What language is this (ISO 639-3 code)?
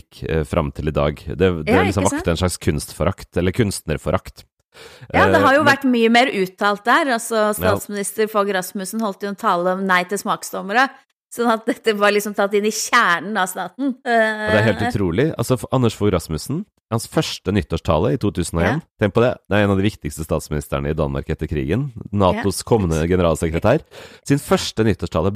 nor